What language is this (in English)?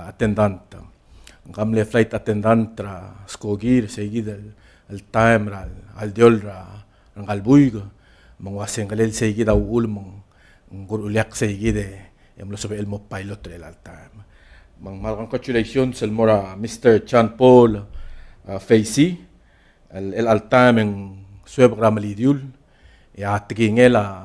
Palauan